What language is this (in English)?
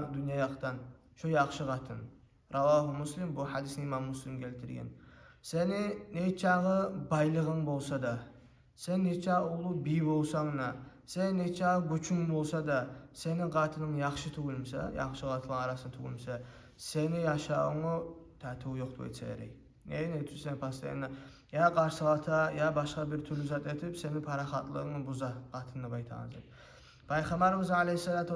Kumyk